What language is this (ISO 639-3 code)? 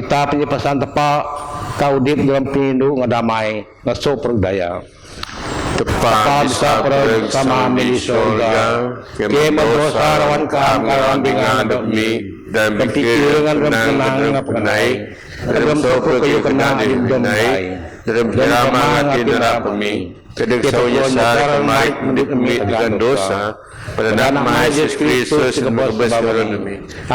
bth